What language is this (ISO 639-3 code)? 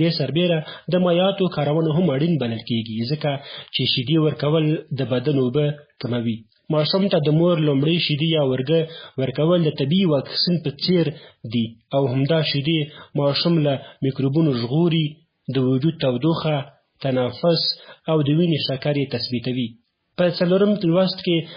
pus